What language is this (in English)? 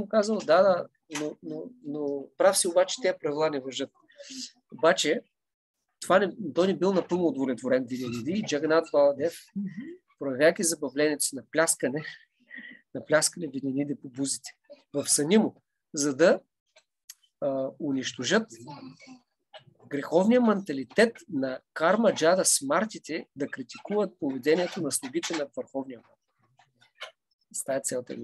Bulgarian